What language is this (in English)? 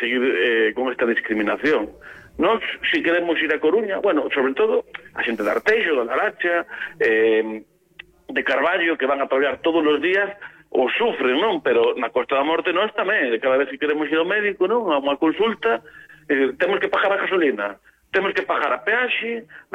Galician